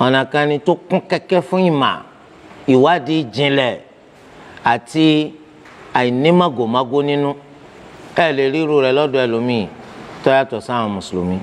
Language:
Yoruba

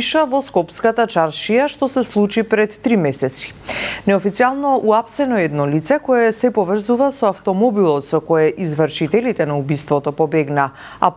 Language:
Macedonian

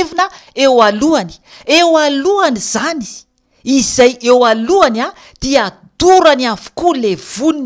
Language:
Malagasy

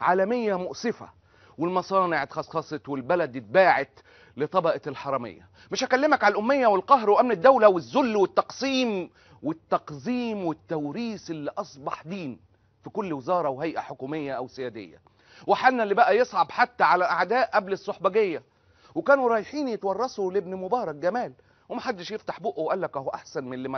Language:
Egyptian Arabic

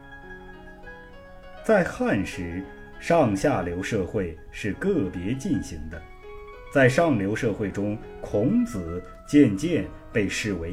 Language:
Chinese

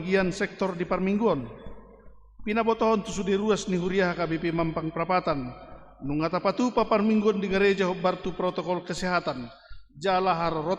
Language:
Batak Toba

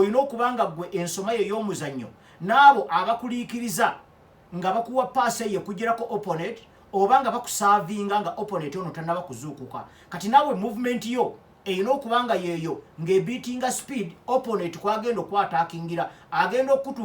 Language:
Ganda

